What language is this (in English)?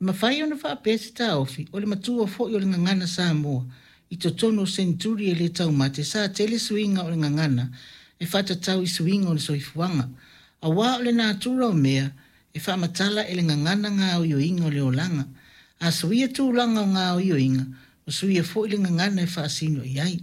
Samoan